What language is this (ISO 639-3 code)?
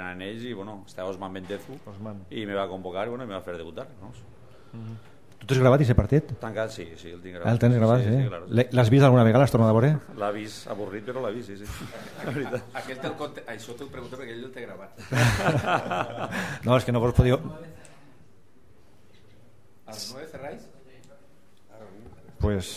cat